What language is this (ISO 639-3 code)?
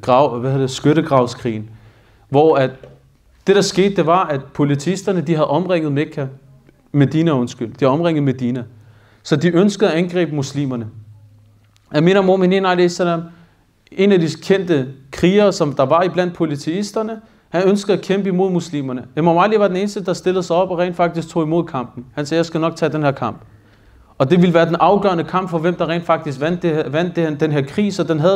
dan